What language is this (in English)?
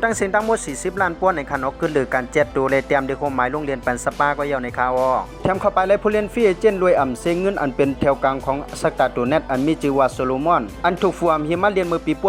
Shan